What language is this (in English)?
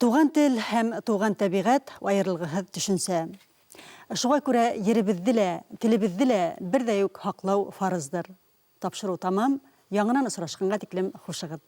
Bashkir